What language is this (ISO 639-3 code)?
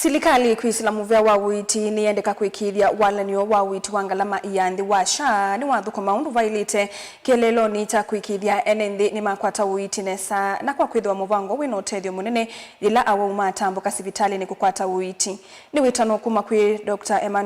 kam